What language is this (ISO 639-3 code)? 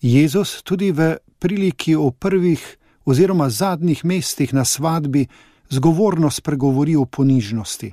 slv